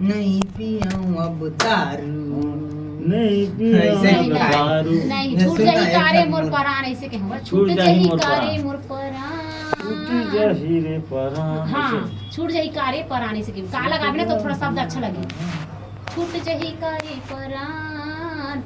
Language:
Chhattisgarhi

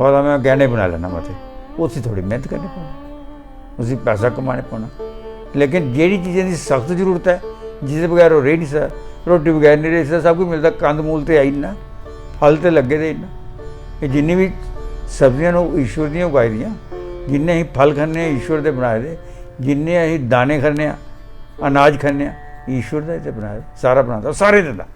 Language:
Dogri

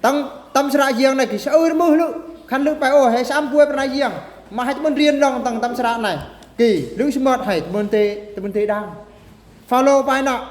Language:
Eastern Bru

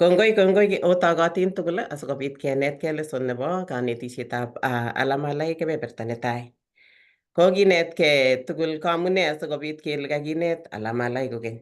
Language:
Kalenjin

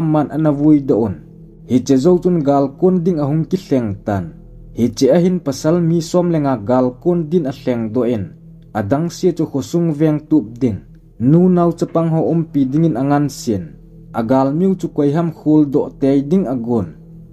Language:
Thado Chin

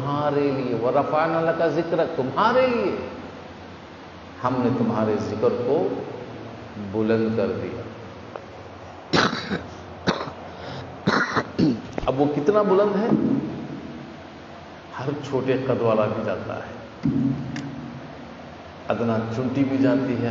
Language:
Urdu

